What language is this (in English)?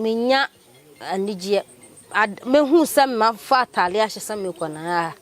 Akan